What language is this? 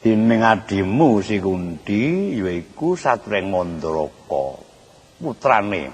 Javanese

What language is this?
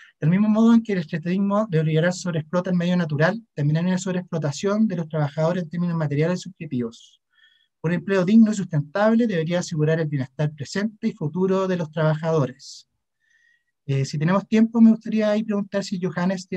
Spanish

